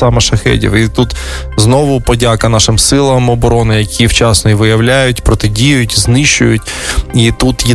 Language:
Ukrainian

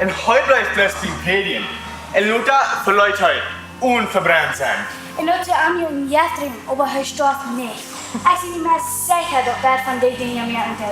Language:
Plautdietsch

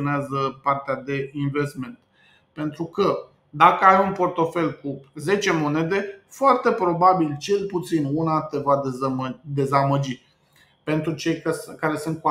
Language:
Romanian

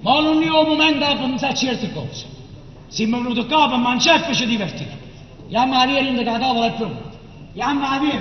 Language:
Neapolitan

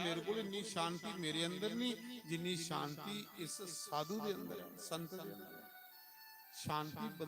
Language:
Dogri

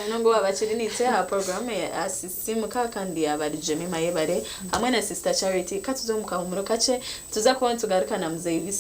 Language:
Nyankole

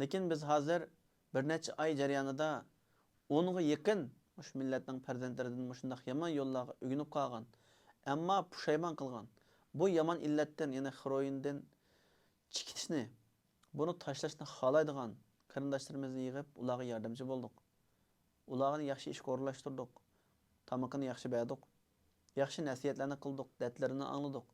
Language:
Uyghur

